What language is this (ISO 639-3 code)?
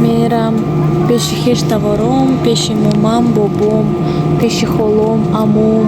tgk